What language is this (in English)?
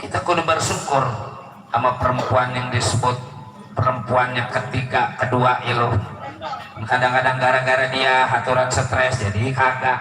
Betawi